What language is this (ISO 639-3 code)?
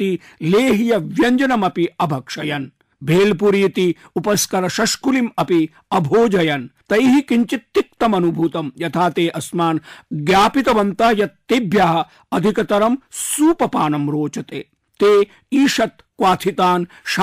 san